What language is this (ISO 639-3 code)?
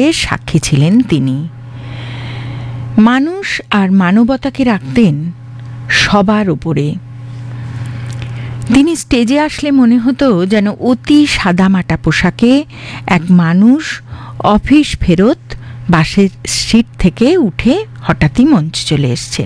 ben